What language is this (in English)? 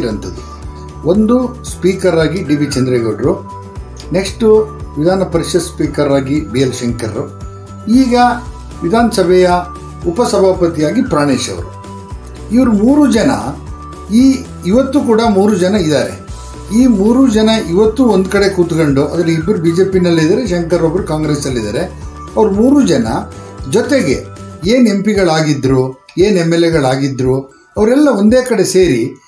Kannada